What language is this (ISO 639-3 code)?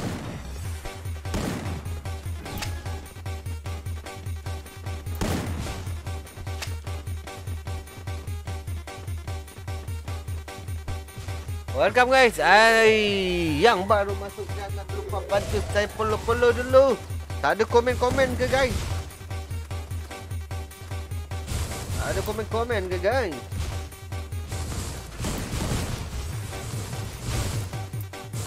msa